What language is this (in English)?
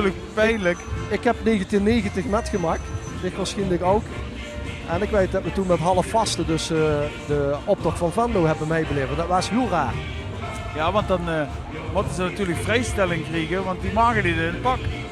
Limburgish